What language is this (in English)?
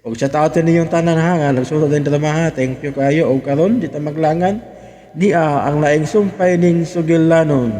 Cebuano